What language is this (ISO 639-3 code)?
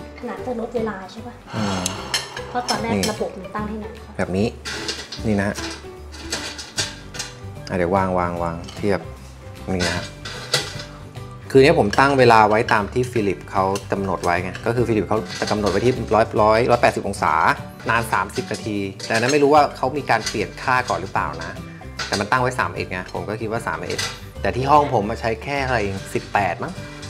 tha